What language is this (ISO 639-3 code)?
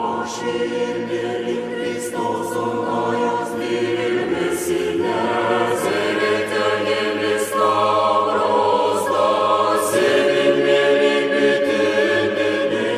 gag